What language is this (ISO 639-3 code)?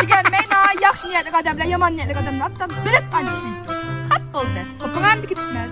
uig